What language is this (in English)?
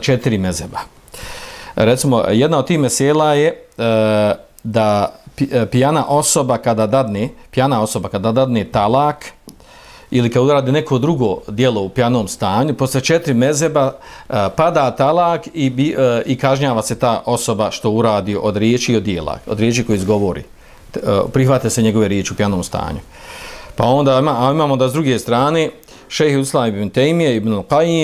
Bosnian